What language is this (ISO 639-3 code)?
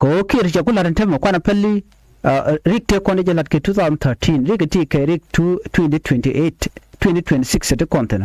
nus